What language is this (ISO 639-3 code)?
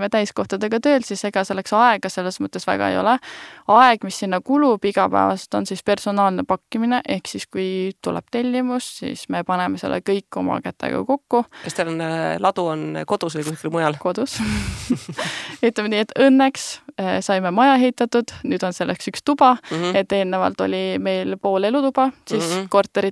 est